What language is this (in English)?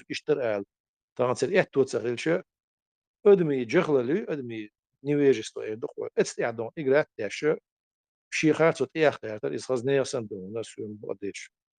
Chechen